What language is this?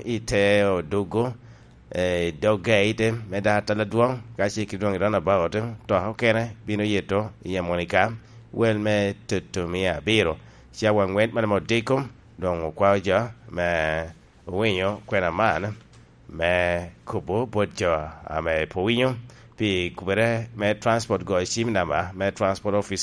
Lango (Uganda)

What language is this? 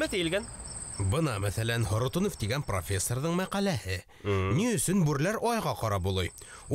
Bashkir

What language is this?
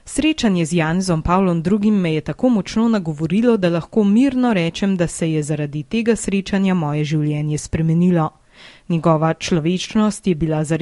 Slovenian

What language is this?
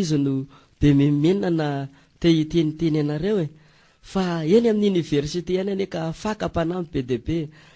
Malagasy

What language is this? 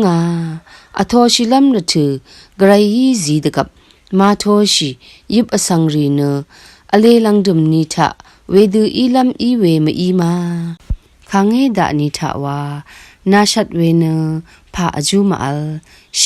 Rawang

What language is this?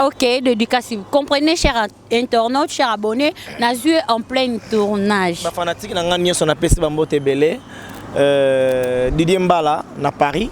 Lingala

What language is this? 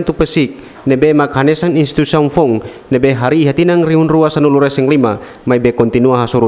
Tetum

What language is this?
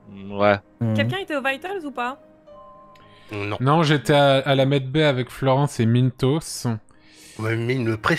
French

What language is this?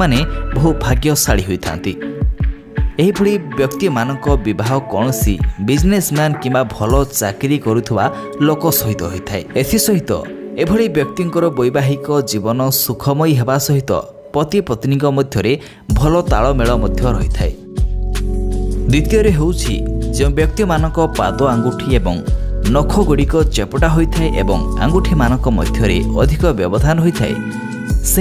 Odia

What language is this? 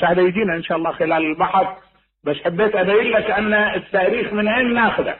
Mesopotamian Arabic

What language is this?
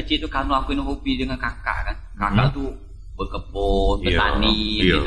Musi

